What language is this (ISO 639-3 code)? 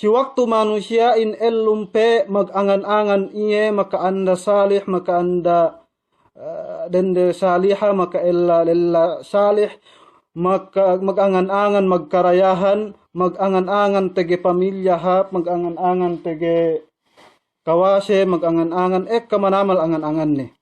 yka